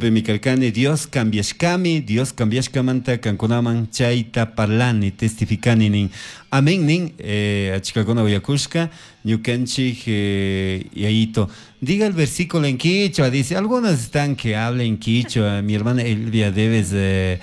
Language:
Chimborazo Highland Quichua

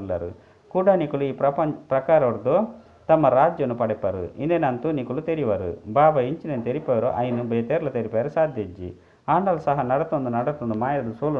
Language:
Tulu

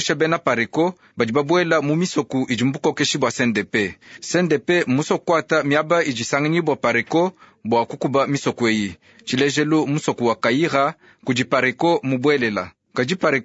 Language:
Luba-Lulua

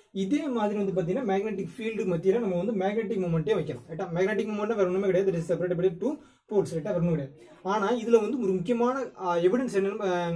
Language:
Tamil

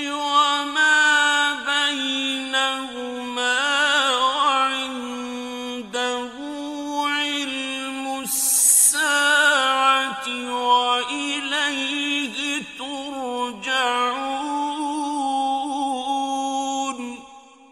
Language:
Arabic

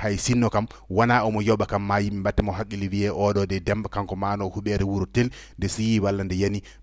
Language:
Fula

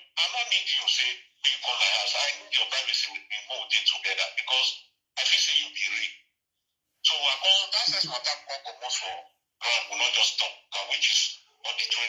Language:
Nigerian Pidgin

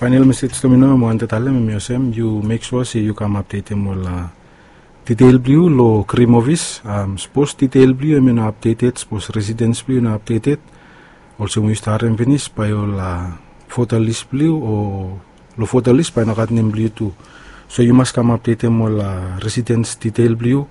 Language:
Bislama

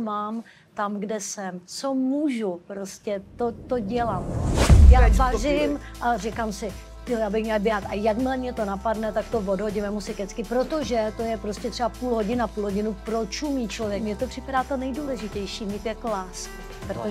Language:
Czech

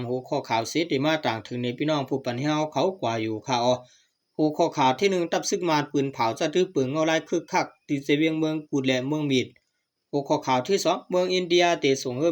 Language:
Shan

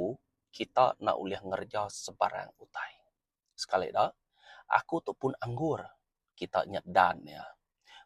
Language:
Iban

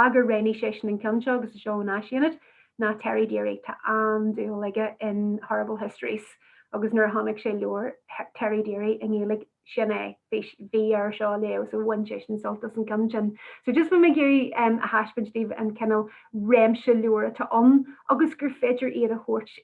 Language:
Irish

